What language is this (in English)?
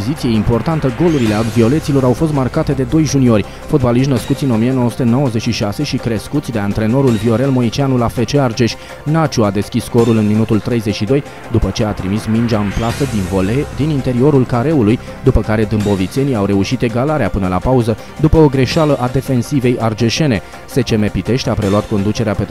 Romanian